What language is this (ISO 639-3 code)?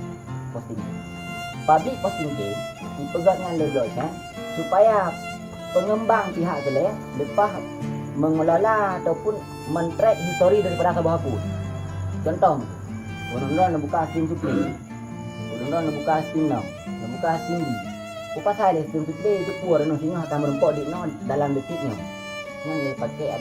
ace